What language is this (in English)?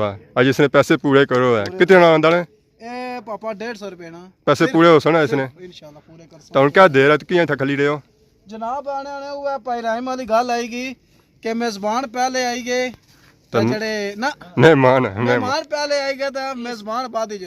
Pahari-Potwari